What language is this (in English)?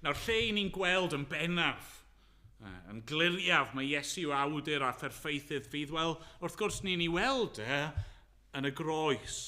Welsh